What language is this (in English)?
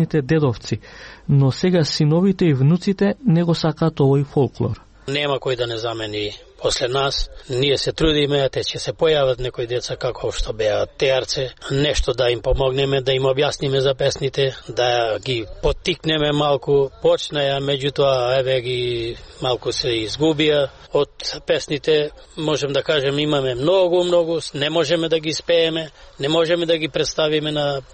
Macedonian